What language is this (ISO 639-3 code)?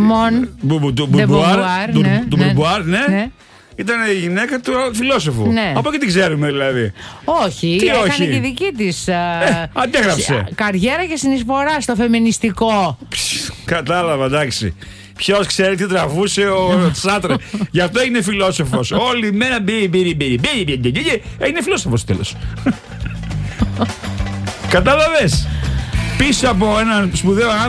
ell